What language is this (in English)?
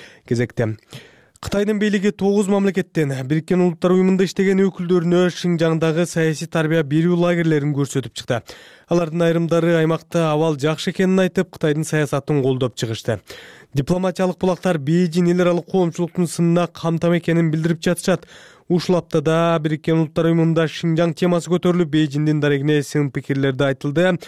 Kyrgyz